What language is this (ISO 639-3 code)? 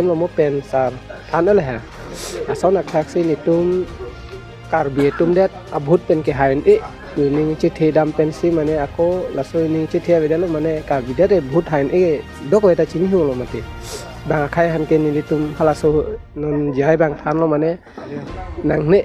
mjw